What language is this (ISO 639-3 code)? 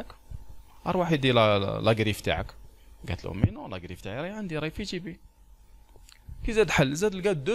fra